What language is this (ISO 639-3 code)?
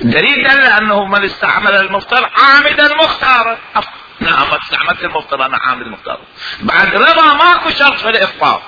acm